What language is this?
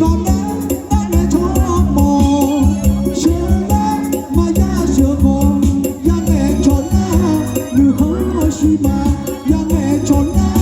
Akha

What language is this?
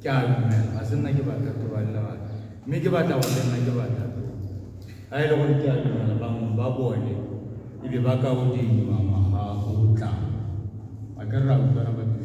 Tswana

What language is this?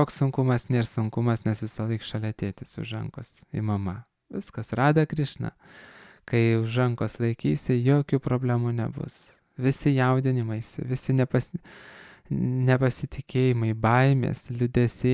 Lithuanian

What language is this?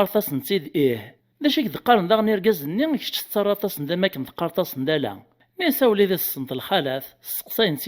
Kabyle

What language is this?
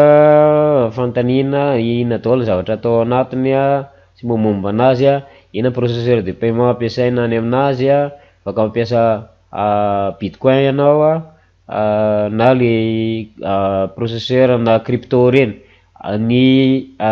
Malagasy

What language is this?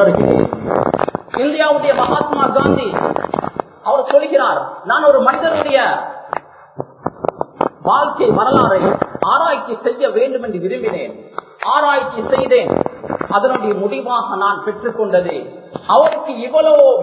Tamil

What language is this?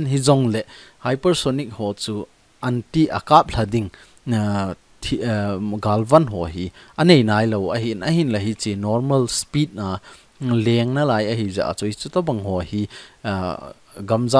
Thado Chin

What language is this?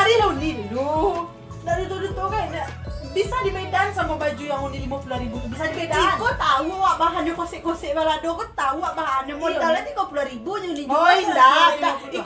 Minangkabau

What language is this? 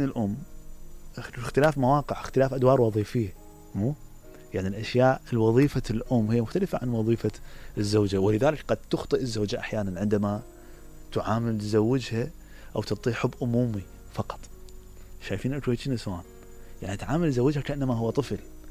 Mesopotamian Arabic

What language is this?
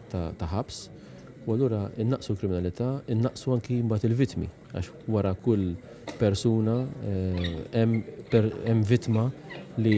Maltese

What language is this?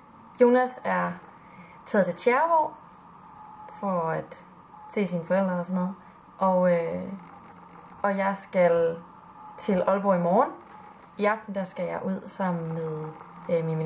Danish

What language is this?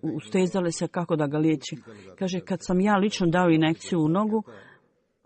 Bosnian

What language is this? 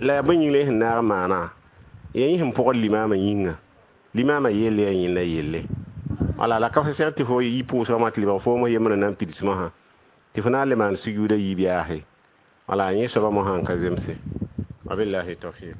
Mossi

